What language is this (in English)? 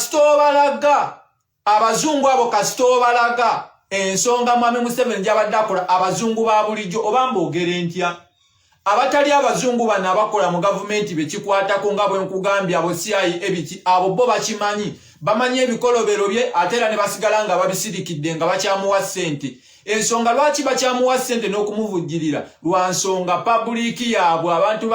Ganda